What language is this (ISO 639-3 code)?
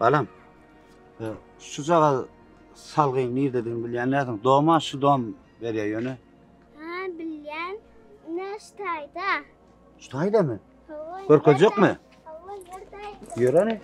tuk